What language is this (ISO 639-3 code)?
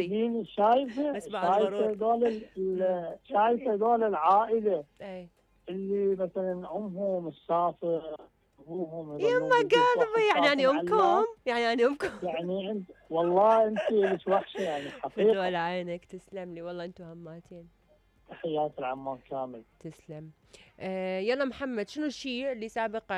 acm